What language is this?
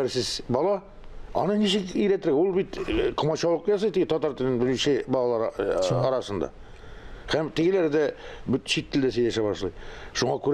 Tatar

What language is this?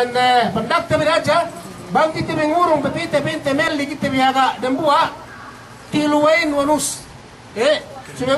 Yakan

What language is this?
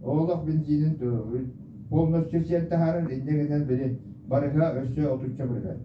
Yakut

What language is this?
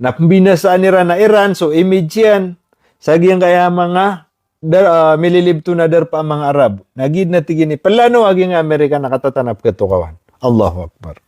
Maranao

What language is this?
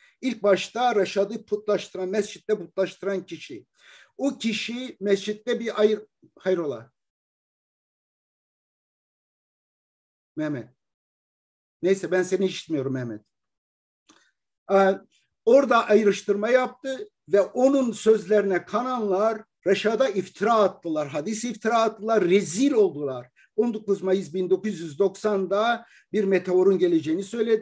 Turkish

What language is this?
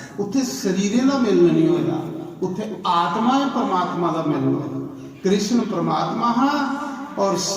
Dogri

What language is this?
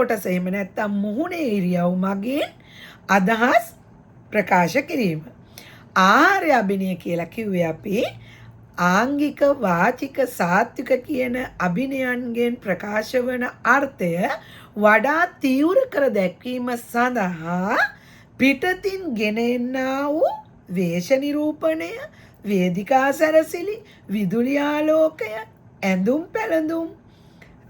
Sinhala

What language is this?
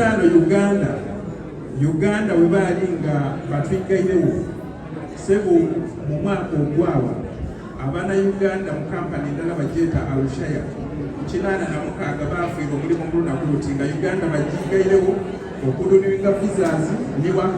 Soga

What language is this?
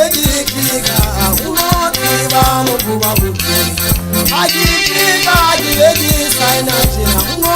Southern Sotho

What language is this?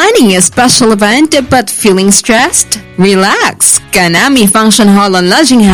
Cebuano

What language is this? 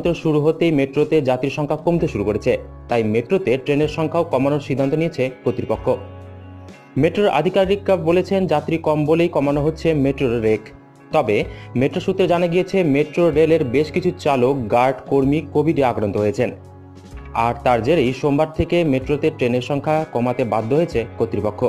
Bangla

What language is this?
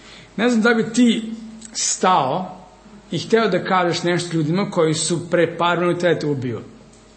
Serbian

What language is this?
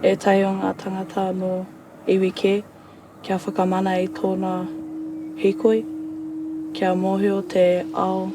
Māori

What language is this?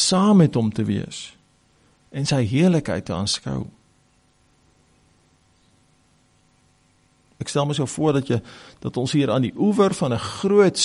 Afrikaans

